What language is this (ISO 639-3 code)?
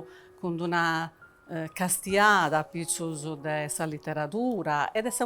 srd